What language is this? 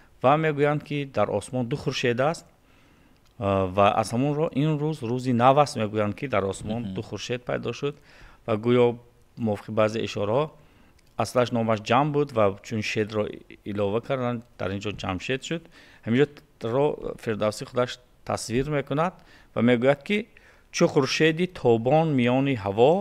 Tajik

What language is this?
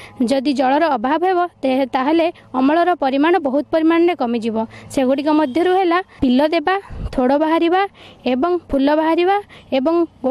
Odia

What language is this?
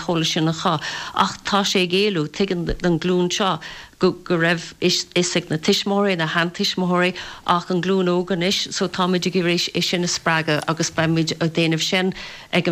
Irish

